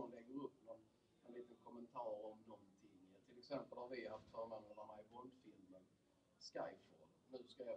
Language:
Swedish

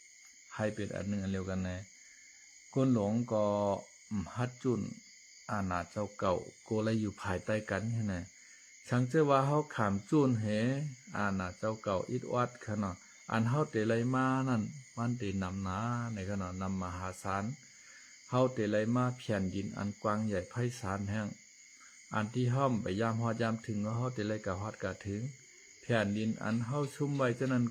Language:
Shan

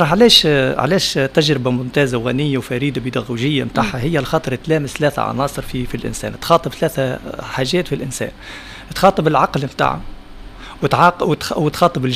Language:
Tunisian Arabic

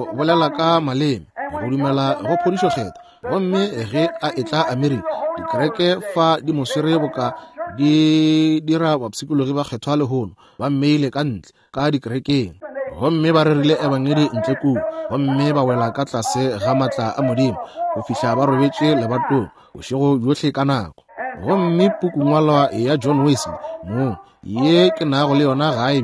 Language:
Northern Sotho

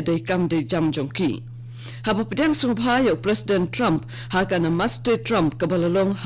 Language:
Khasi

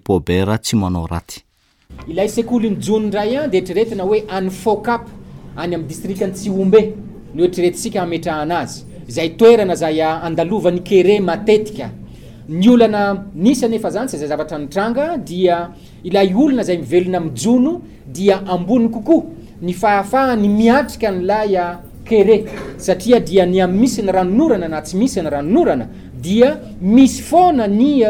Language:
Malagasy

